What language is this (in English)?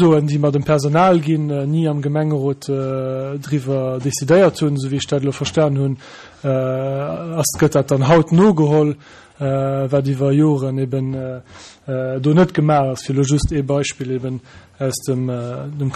Luxembourgish